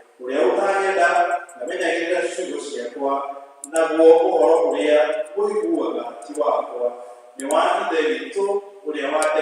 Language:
Kikuyu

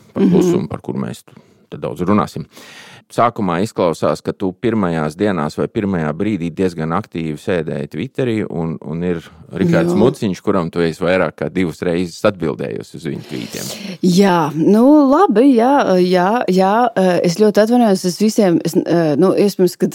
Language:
Latvian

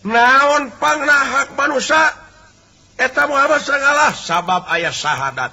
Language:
Sundanese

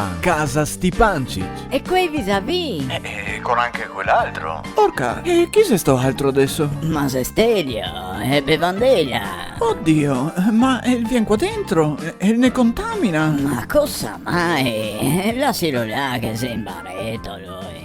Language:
Venetian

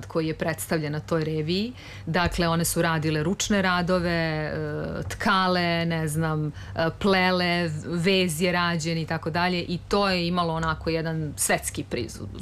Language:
Serbian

